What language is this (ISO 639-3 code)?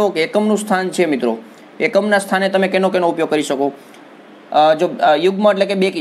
guj